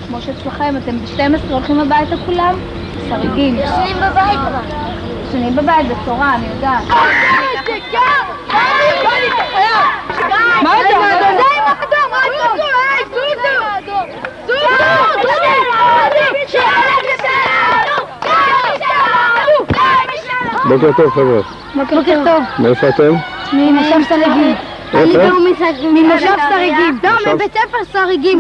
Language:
Hebrew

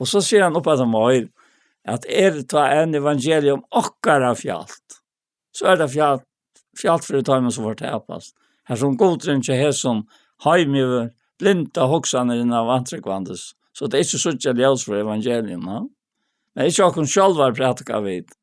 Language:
Faroese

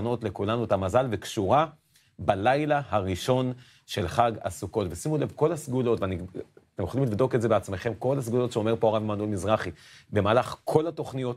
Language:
Hebrew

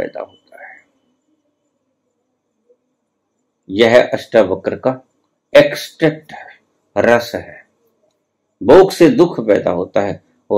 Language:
Hindi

